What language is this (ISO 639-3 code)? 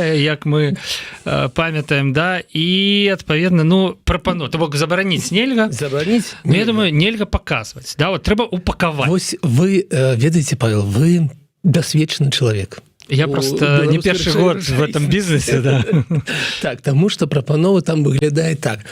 bel